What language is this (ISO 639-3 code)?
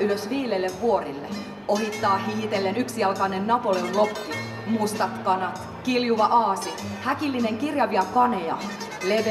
fin